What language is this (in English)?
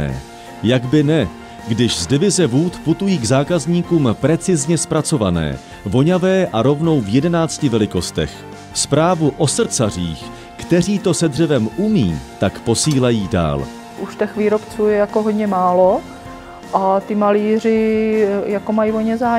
Czech